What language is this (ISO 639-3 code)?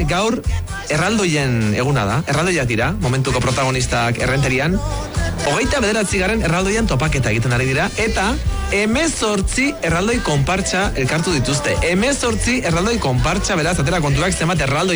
eus